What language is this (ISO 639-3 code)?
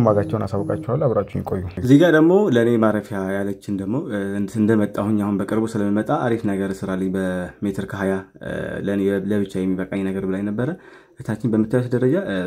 amh